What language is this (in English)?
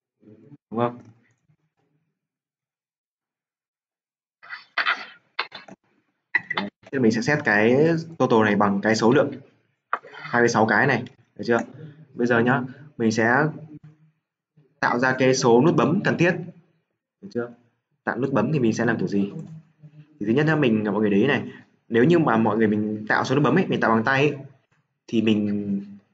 Vietnamese